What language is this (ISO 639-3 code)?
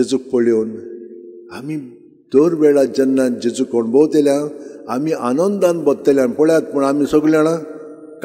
kok